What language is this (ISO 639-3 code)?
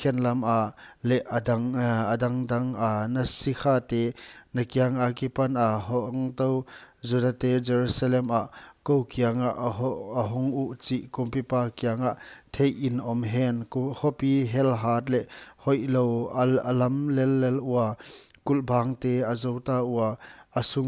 pck